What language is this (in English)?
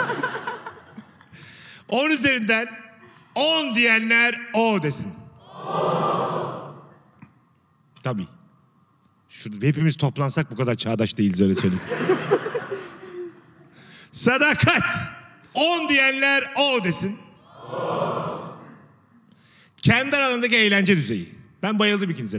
Turkish